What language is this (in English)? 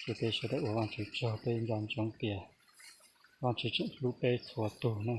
Hmong